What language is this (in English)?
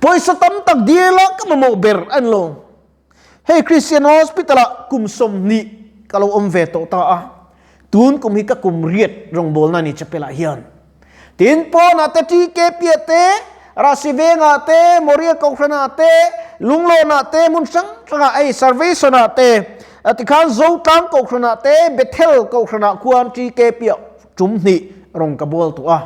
Mizo